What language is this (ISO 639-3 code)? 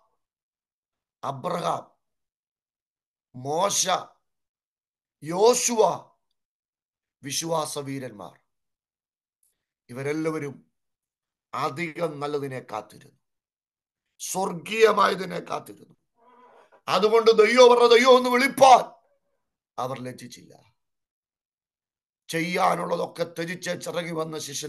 mal